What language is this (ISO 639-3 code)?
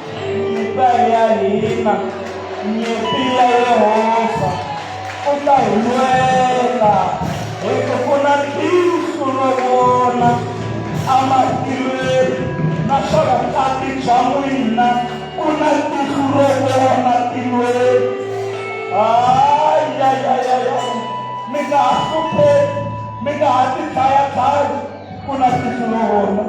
tso